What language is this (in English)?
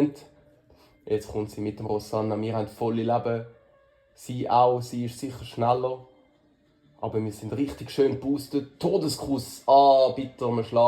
Swiss German